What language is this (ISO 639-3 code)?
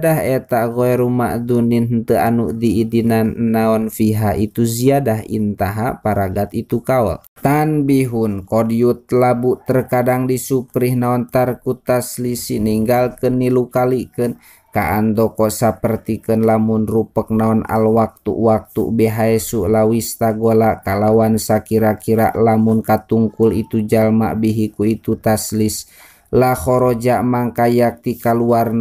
sun